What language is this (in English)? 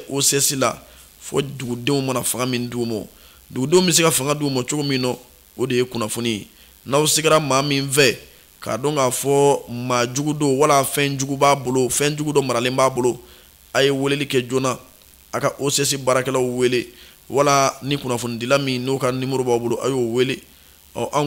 Bambara